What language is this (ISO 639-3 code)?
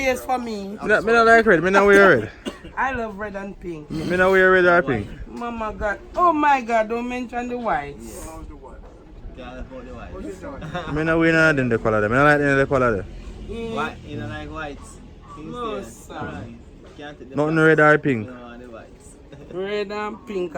jam